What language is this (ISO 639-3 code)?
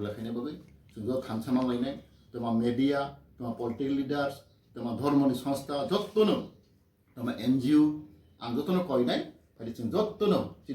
trp